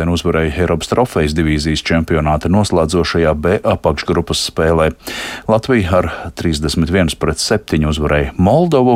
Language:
Latvian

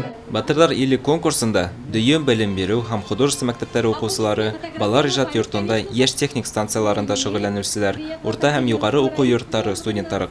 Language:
Bashkir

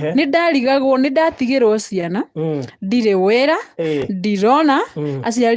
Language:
Kikuyu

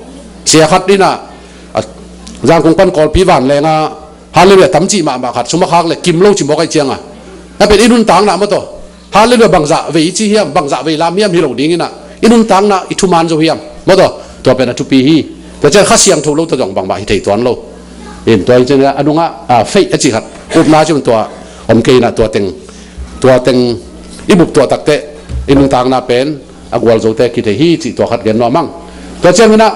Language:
Tedim Chin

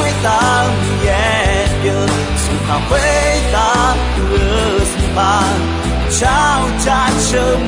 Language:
Akha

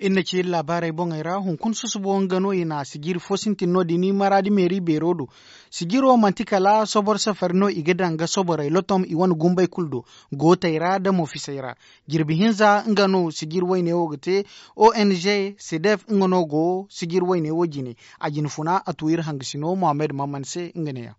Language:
Zarma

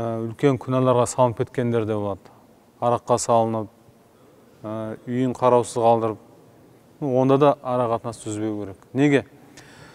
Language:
Kazakh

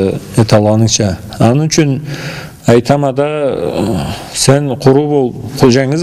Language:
Karachay-Balkar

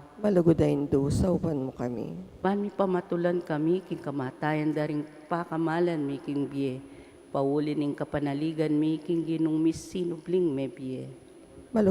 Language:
Pampanga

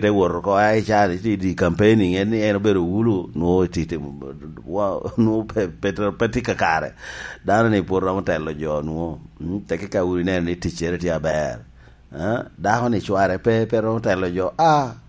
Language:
Lango (Uganda)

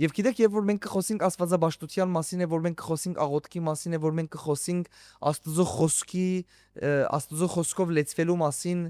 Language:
Western Armenian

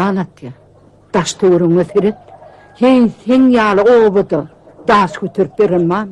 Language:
Turkmen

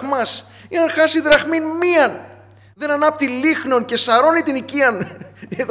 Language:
Greek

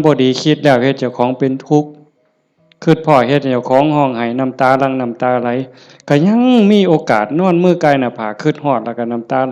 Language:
Northeastern Thai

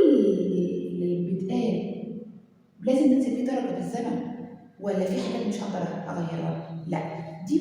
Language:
Egyptian Arabic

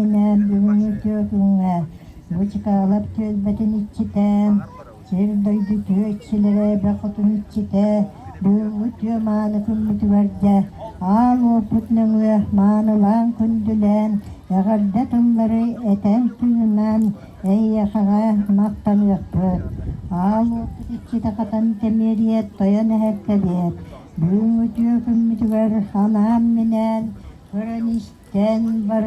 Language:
Yakut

